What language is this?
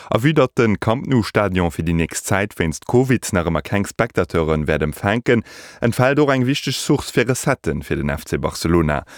Luxembourgish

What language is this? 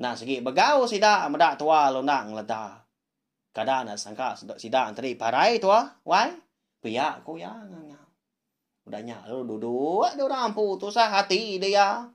Iban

